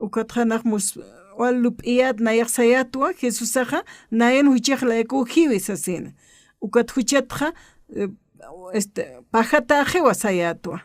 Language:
Aymara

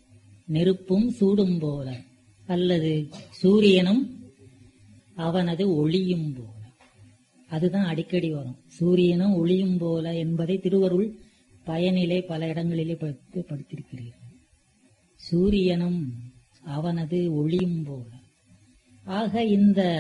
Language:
Tamil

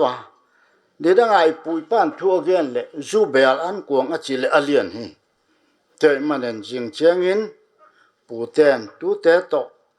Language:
Paite Chin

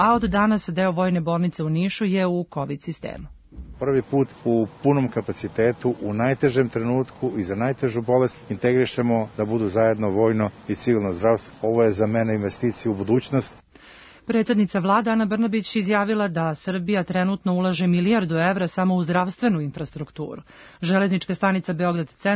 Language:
Serbian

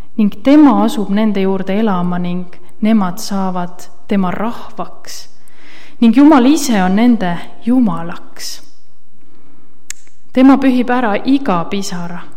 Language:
Estonian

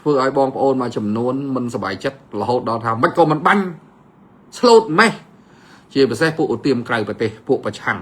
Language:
Khmer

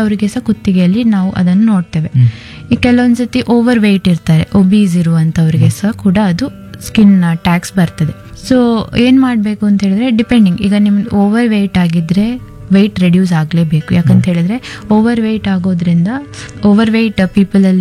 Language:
Kannada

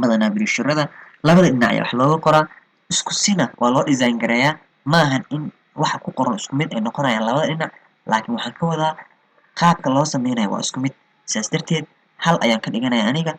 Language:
Somali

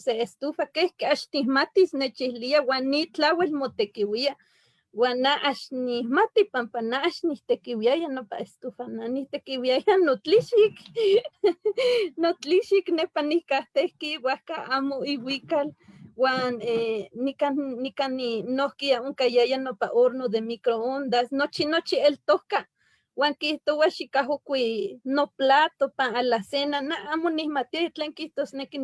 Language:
Eastern Huasteca Nahuatl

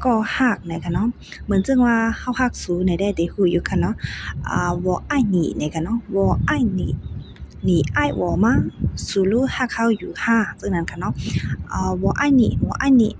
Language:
Shan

